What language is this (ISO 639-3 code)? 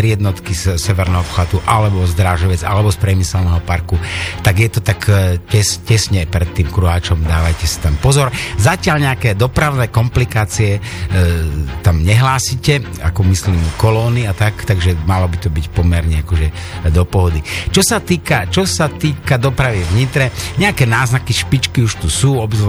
slk